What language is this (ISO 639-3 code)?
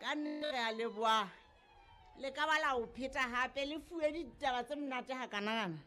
sot